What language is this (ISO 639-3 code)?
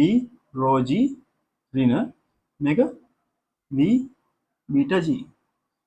sin